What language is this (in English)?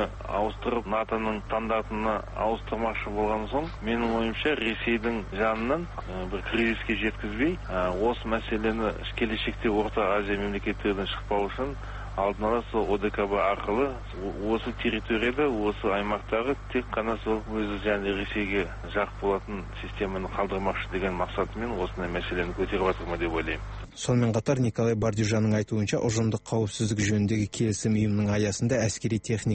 Kazakh